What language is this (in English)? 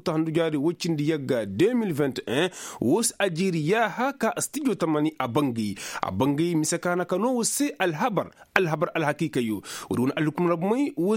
Koyraboro Senni